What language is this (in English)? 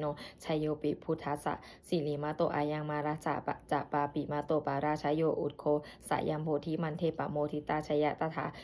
Pali